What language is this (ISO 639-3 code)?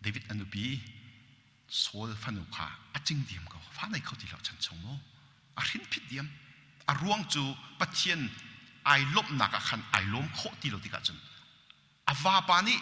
cnh